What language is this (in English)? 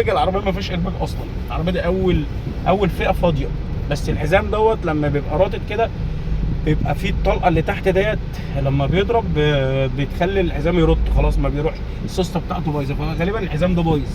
Egyptian Arabic